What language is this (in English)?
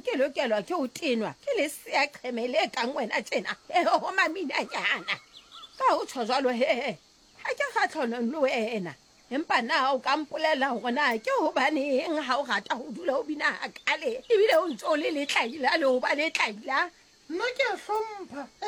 Southern Sotho